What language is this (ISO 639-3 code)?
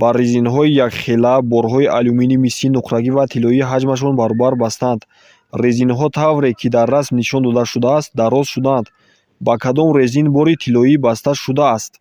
tgk